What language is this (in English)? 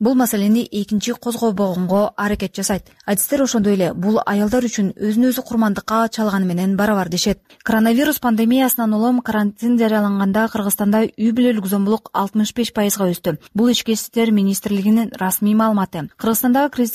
Kyrgyz